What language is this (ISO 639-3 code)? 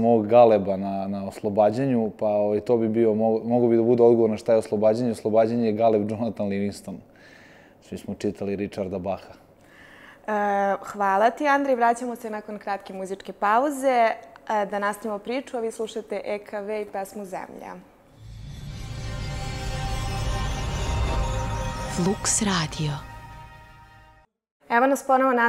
srp